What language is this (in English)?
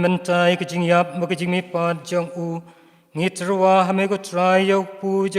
Khasi